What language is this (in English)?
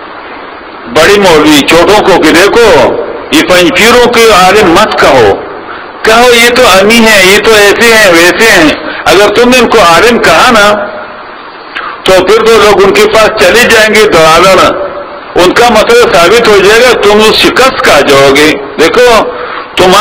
Urdu